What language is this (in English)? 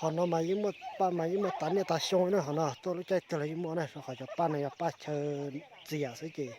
Hmong